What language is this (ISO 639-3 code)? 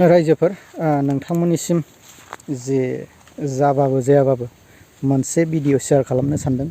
brx